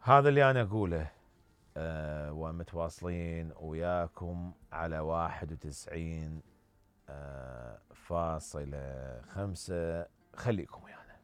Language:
Mesopotamian Arabic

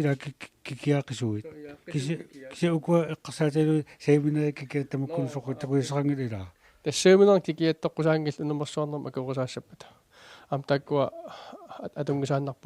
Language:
Kalaallisut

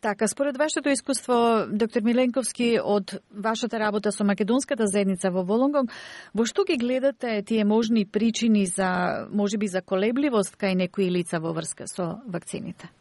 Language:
Macedonian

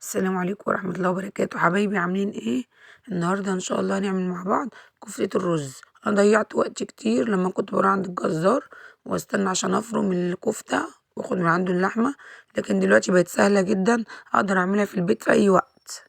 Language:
Egyptian Arabic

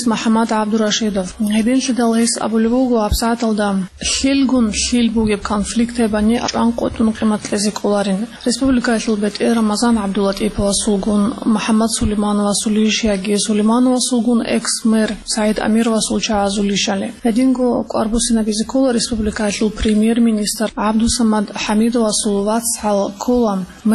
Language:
Avaric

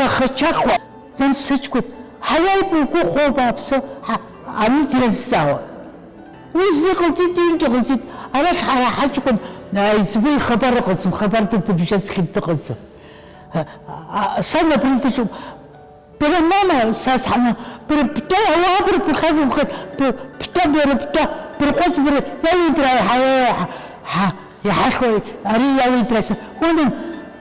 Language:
Abkhazian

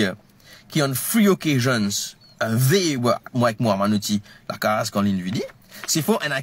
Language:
Morisyen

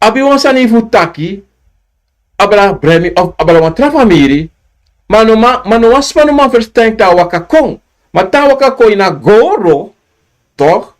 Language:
Sranan Tongo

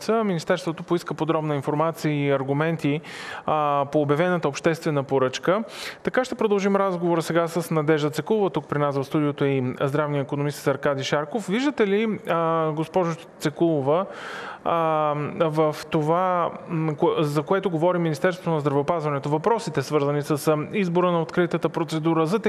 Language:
Bulgarian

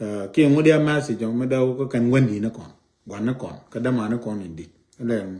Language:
Nuer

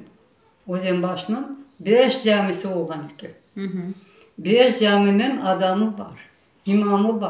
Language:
Crimean Tatar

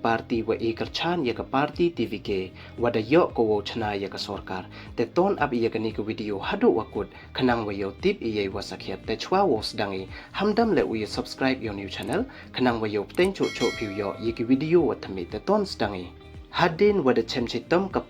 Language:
Pnar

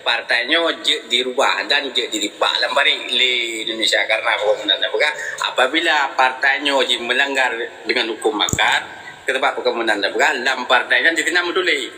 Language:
Achinese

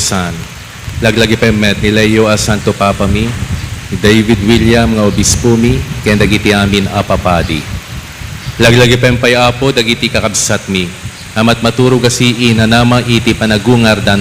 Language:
Iloko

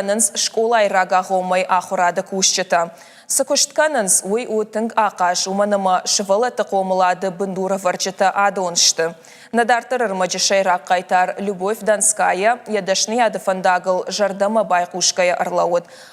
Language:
Ossetic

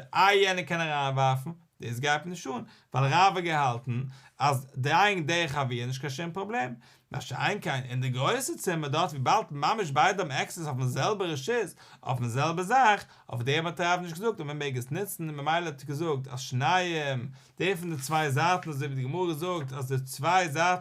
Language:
Yiddish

